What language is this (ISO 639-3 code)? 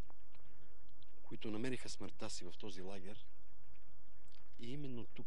bul